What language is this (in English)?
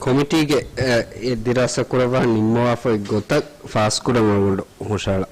Divehi